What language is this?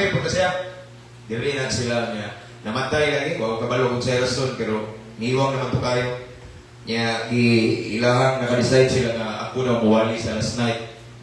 Cebuano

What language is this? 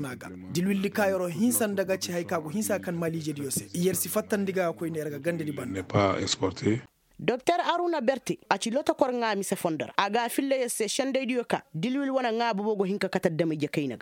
Koyraboro Senni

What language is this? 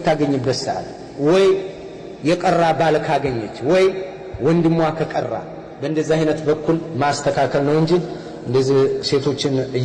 Amharic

